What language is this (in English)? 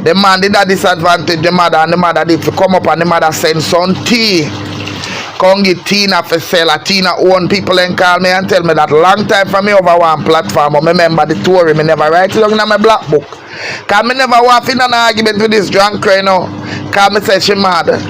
Jamaican Creole English